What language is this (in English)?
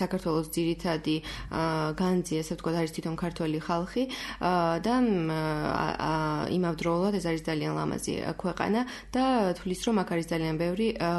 Georgian